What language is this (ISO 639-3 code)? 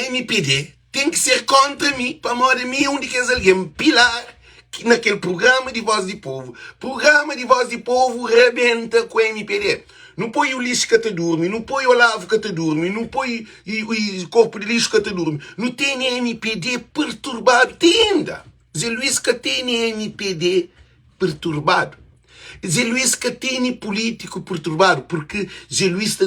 kea